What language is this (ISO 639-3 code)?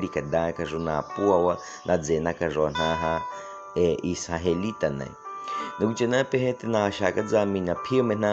bwi